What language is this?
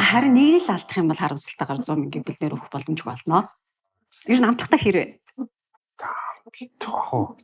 Mongolian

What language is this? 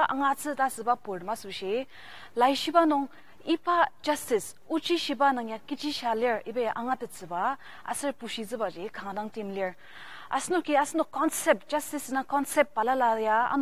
Ao Naga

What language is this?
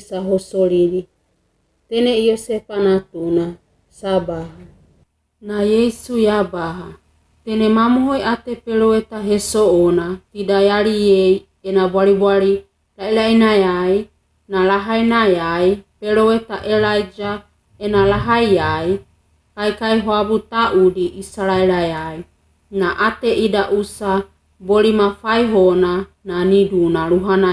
Wagawaga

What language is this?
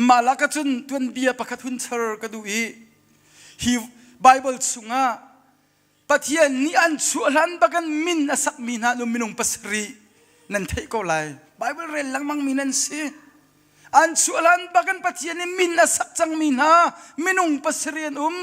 Hakha Chin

